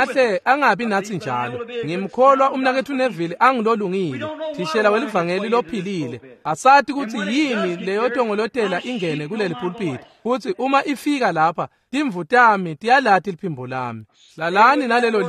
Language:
Swati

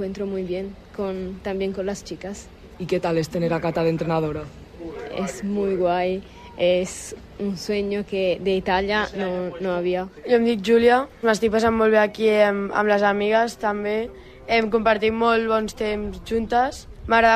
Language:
Catalan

